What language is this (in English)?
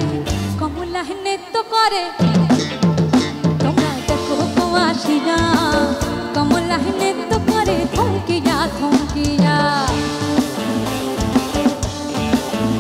Bangla